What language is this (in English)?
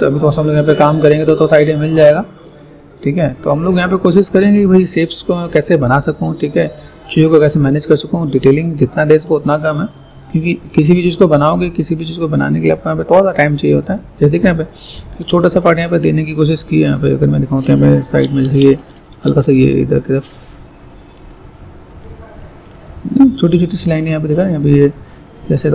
Hindi